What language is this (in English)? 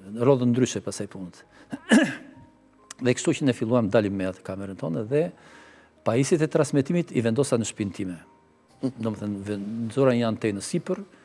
Albanian